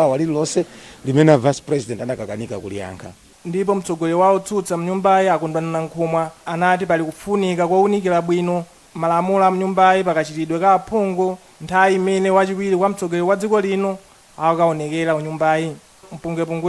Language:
Nyanja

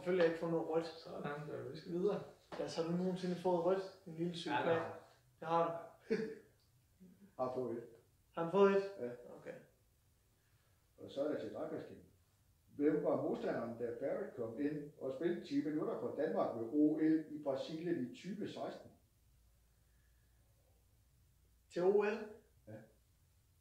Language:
Danish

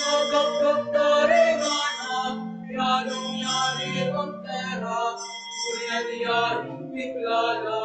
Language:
Pampanga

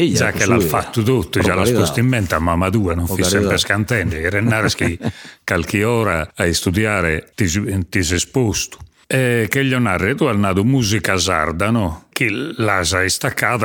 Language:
Sardinian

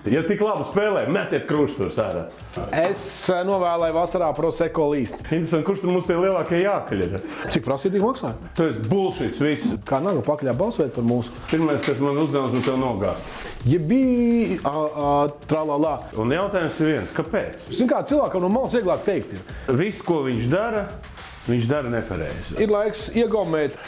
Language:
Latvian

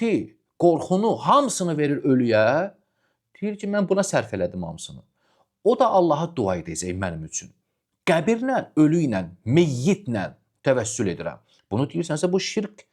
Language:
Azerbaijani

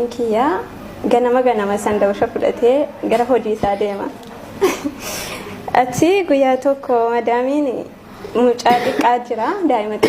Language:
Oromo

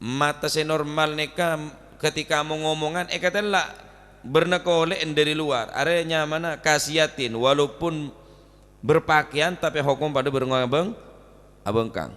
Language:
Madurese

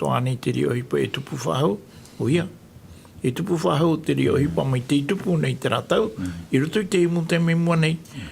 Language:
Tahitian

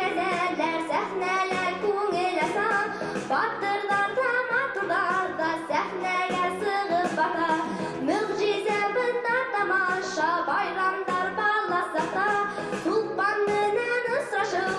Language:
Bashkir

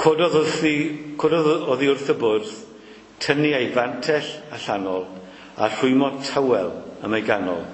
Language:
Welsh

